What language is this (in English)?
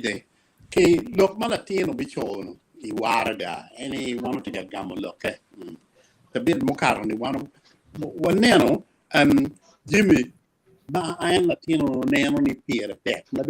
Acoli